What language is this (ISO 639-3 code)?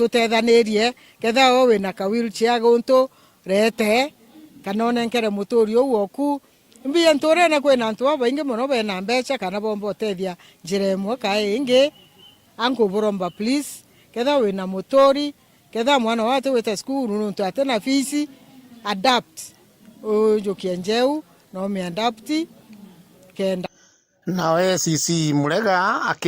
mer